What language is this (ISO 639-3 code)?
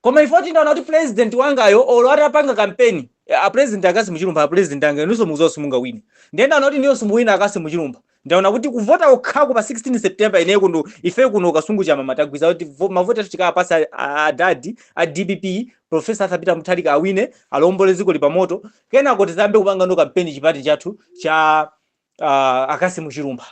nya